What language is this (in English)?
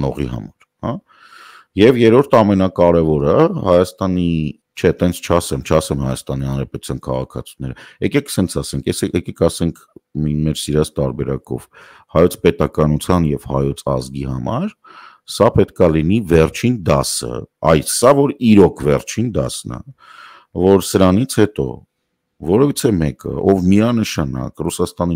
Armenian